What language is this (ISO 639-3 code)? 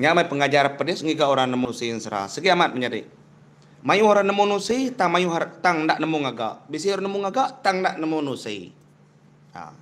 iba